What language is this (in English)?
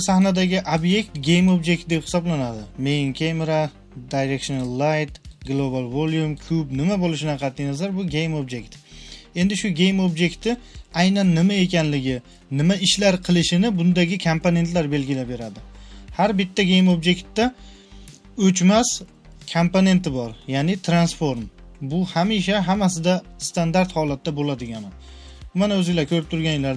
Uzbek